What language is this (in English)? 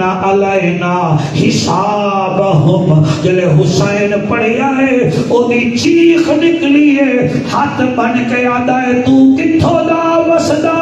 Saraiki